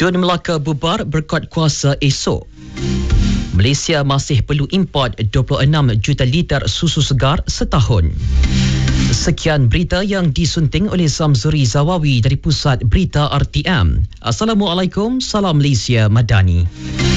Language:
Malay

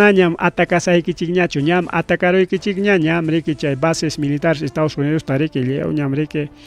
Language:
Ayacucho Quechua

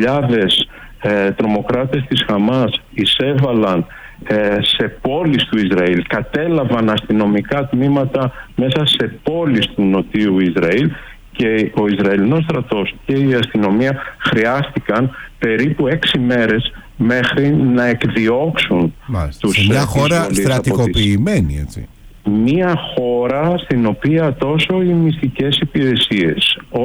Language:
Greek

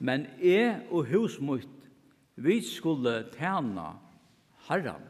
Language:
Faroese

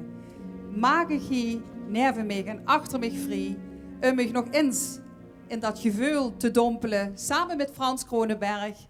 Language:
Limburgish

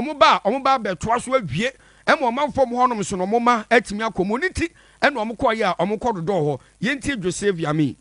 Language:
Akan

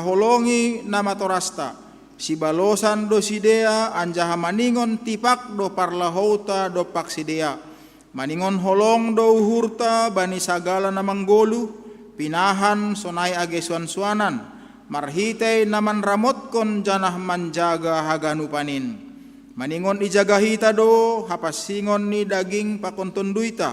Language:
Batak Simalungun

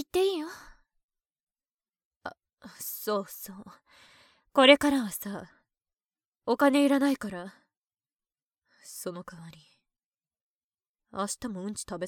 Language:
Japanese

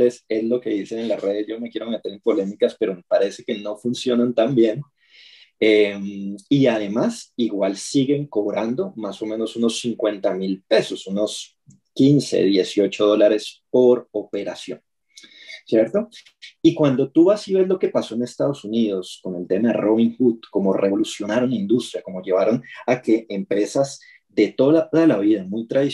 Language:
Spanish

